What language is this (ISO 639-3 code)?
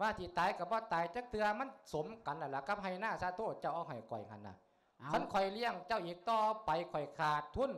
lao